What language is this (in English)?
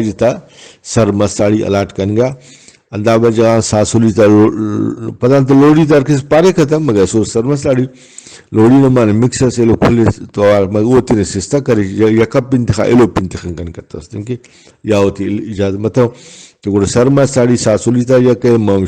Brahui